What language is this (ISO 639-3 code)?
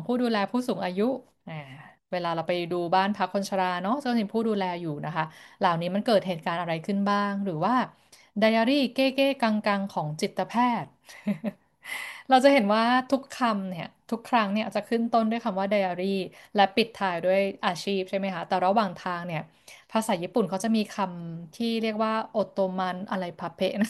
tha